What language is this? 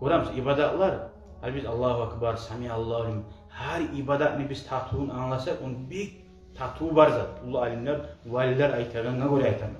Kumyk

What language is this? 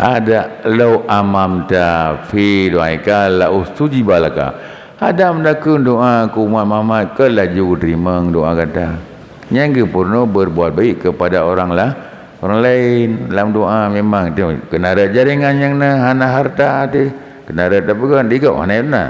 Achinese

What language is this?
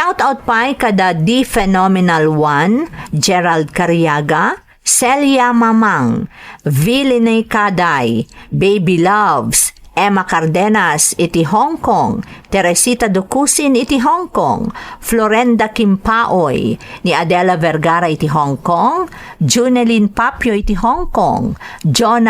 Iloko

